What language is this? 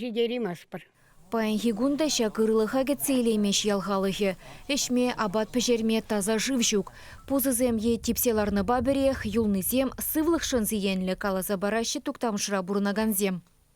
Chuvash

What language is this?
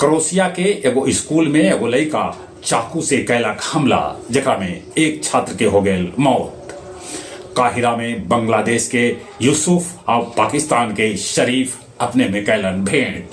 Magahi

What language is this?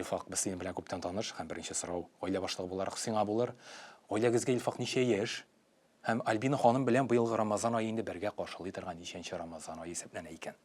Tatar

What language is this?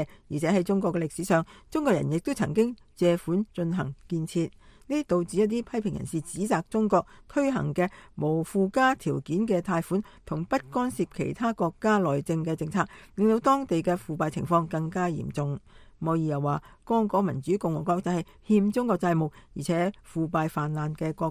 Cantonese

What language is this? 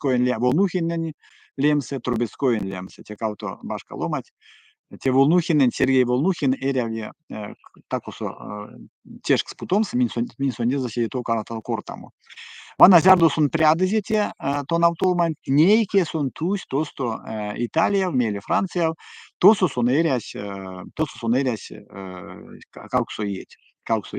Erzya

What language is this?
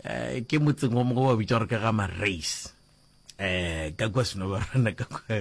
Northern Sotho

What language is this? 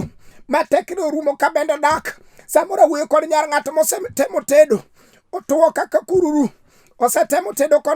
Luo (Kenya and Tanzania)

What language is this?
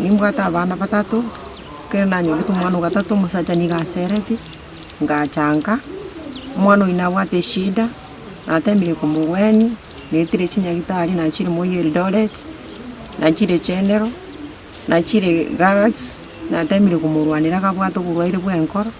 Gusii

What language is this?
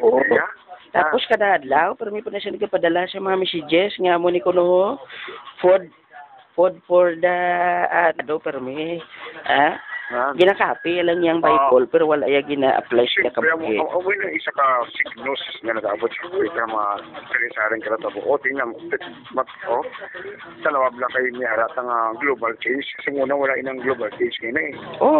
Hiligaynon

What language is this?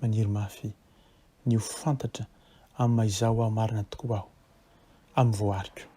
Malagasy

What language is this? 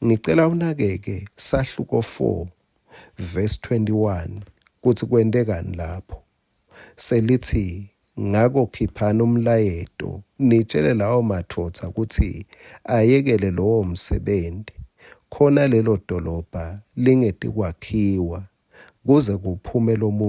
Swati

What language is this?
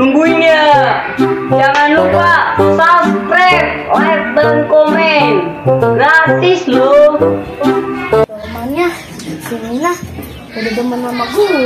Betawi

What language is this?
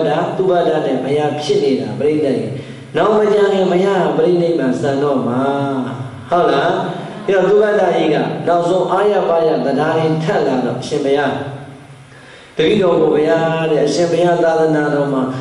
Burmese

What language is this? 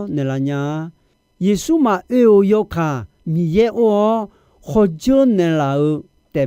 Akha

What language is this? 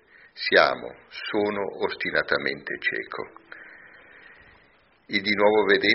Italian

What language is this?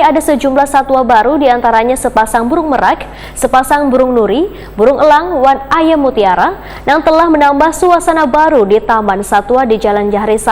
Banjar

